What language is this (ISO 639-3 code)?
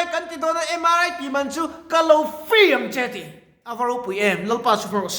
lus